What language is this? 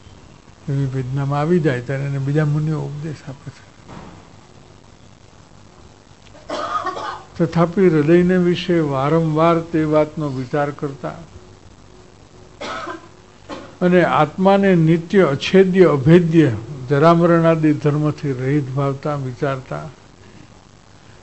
Gujarati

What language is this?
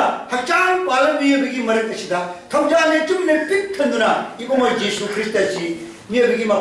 Manipuri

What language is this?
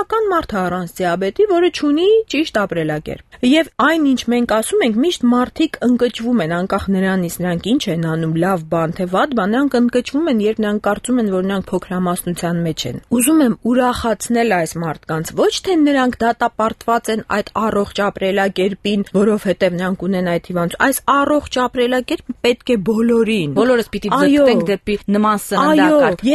Armenian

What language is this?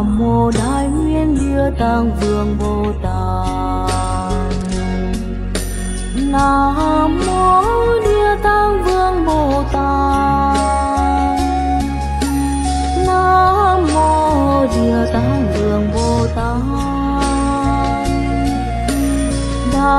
Vietnamese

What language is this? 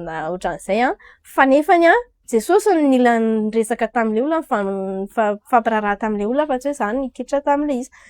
Malagasy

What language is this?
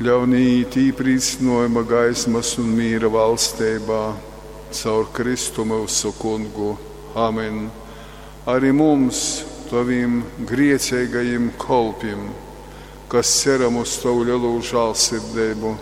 Latgalian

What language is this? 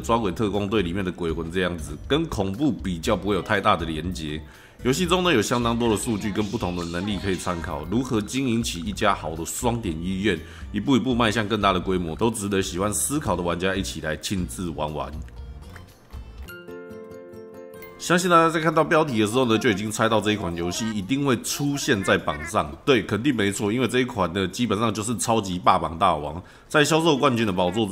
Chinese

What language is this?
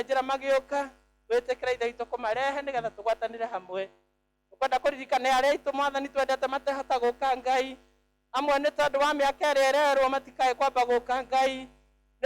Kikuyu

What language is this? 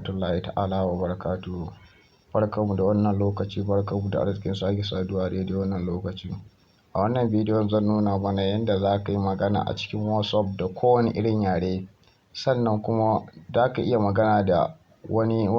Hausa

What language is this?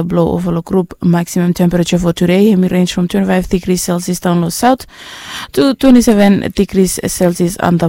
Bislama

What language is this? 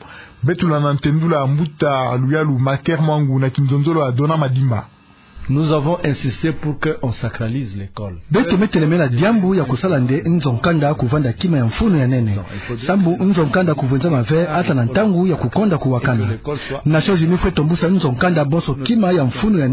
Kituba (Democratic Republic of Congo)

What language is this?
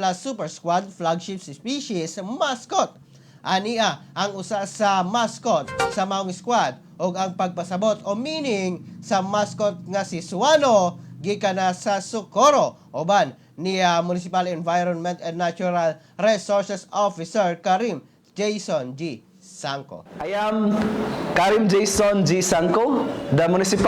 Cebuano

